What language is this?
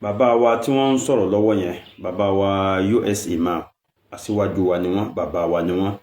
Yoruba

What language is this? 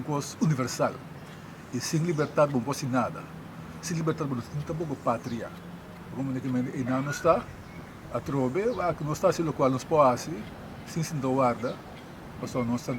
Papiamento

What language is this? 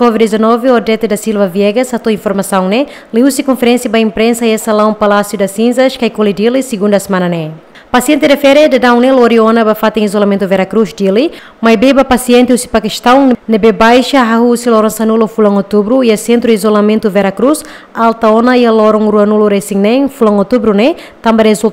Tetum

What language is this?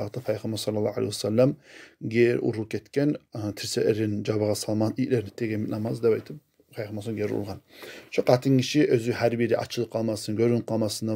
Kumyk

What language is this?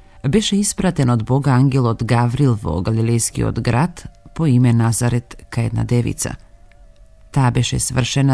Macedonian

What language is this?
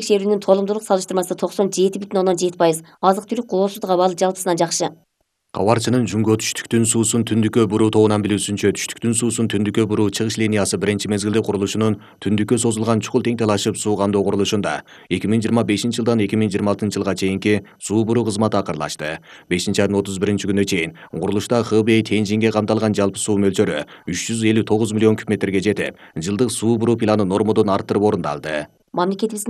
Kyrgyz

